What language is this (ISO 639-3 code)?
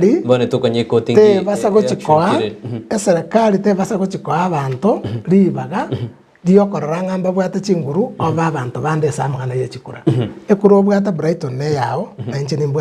guz